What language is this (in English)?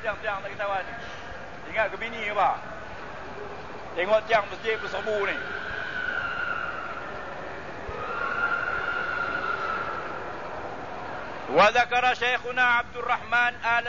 Malay